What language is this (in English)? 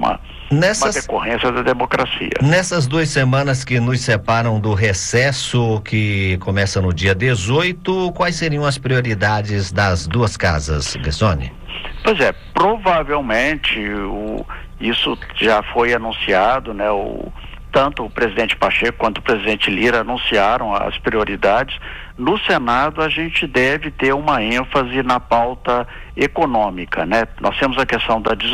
Portuguese